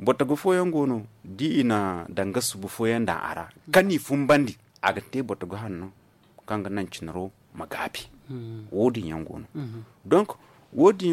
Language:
Zarma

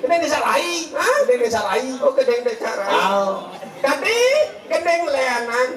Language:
Balinese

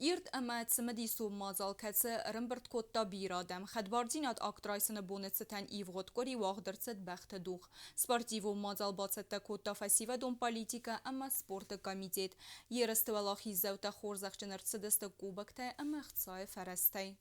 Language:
Ossetic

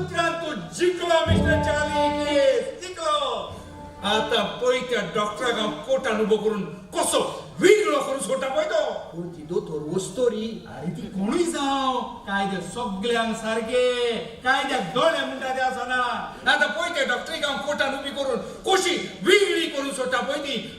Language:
Konkani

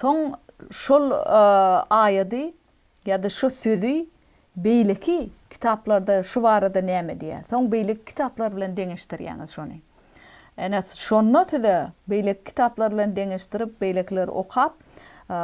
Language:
Turkmen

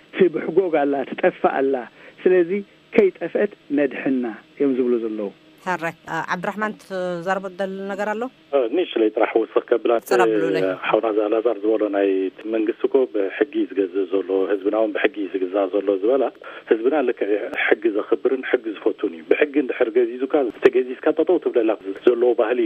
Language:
Tigrinya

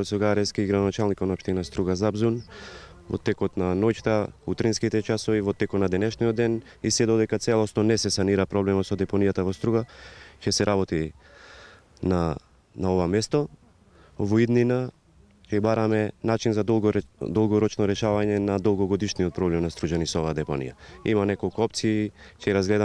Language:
Macedonian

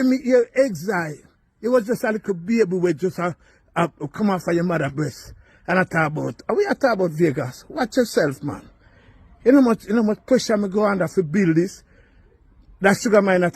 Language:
Jamaican Creole English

